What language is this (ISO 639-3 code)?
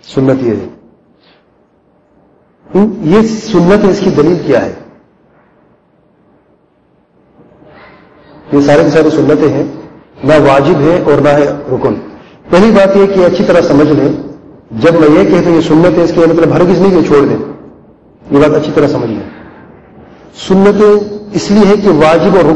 urd